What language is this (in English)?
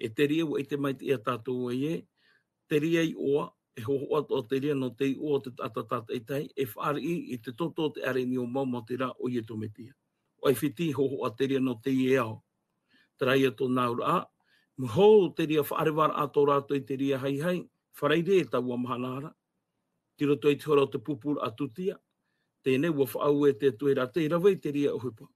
Tahitian